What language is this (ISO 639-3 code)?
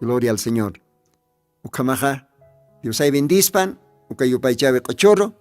aym